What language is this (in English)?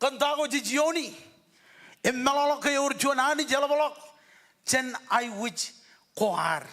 Marshallese